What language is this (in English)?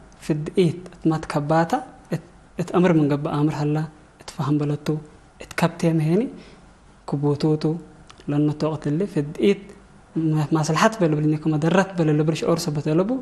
Tigre